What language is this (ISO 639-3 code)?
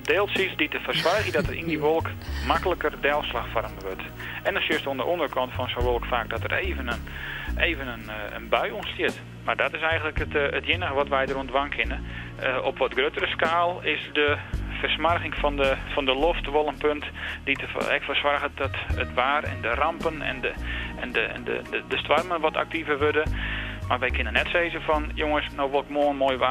fry